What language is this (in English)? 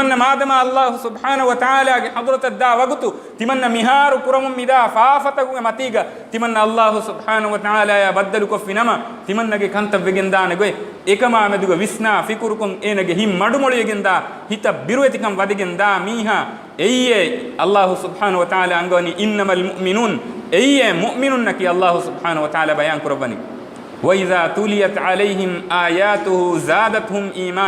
Divehi